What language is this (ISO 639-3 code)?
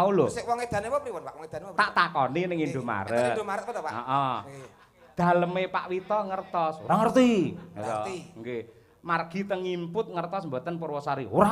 jav